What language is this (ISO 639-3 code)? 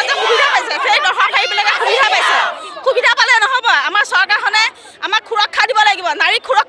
asm